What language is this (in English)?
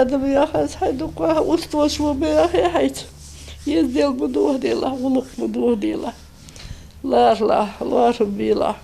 Ingush